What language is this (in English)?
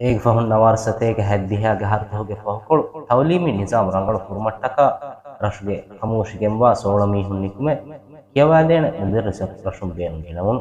Divehi